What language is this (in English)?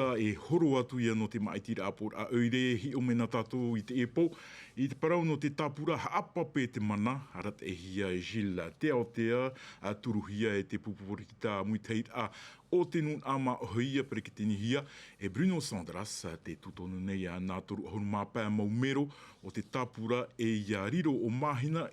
Tahitian